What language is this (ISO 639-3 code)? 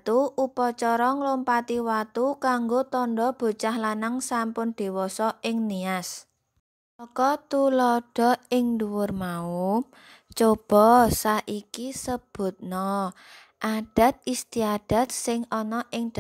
jav